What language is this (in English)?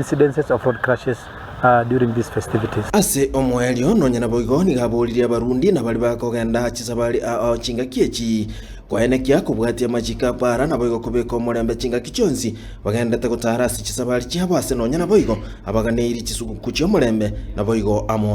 Gusii